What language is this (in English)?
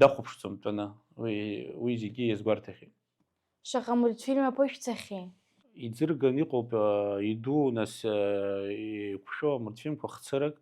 Abkhazian